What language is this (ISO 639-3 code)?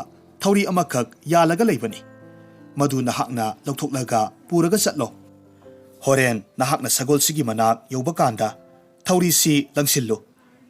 mni